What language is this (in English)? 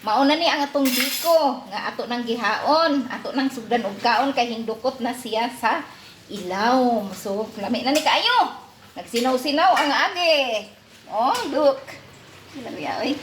Cebuano